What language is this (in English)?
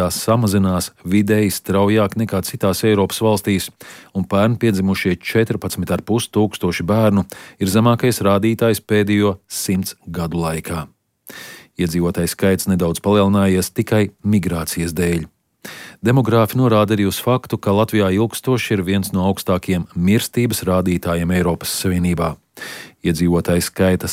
Latvian